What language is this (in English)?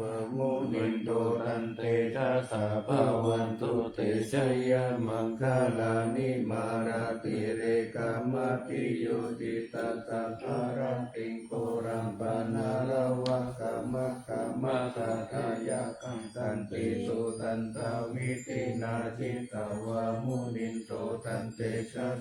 Pali